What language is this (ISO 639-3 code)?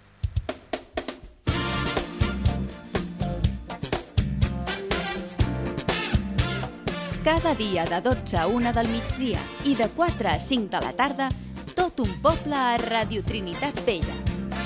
cat